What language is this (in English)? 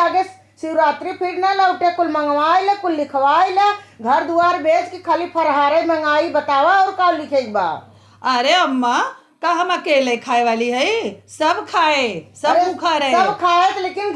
Awadhi